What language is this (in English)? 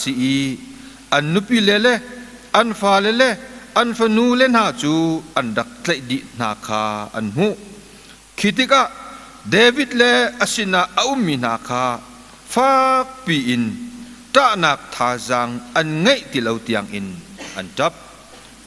Hakha Chin